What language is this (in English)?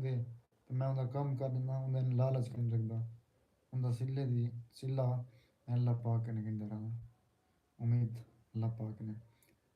Saraiki